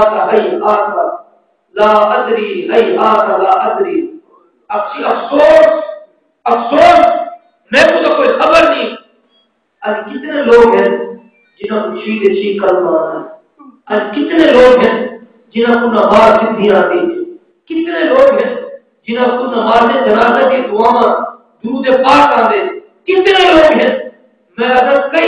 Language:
Saraiki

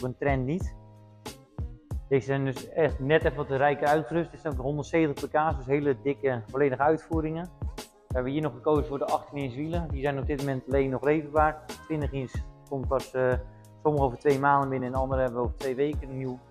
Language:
Dutch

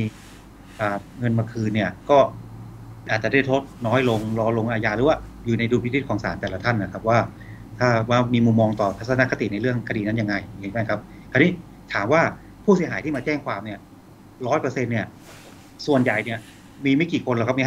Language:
Thai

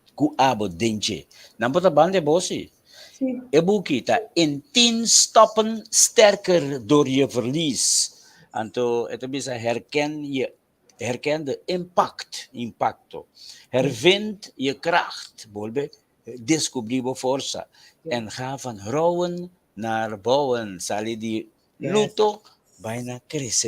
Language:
Papiamento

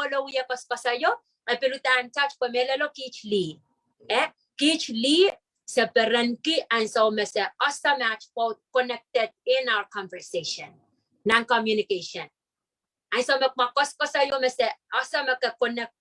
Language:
Pohnpeian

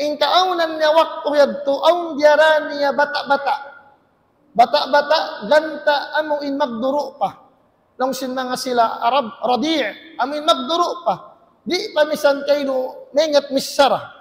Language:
Tausug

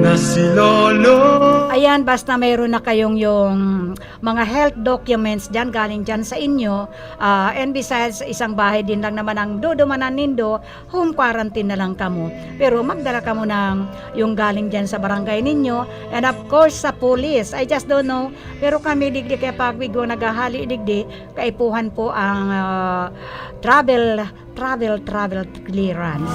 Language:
Bikol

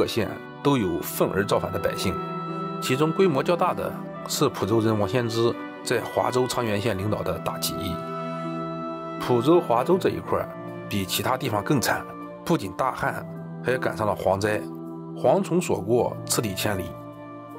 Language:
Chinese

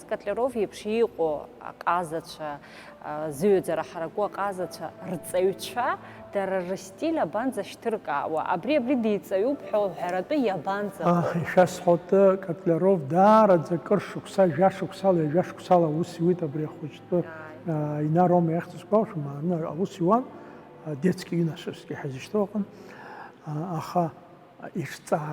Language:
Abkhazian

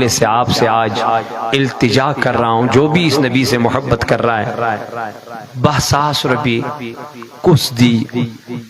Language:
Kashmiri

